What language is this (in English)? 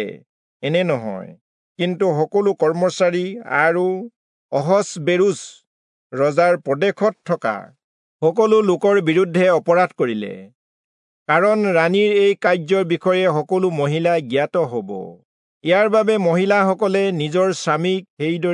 Assamese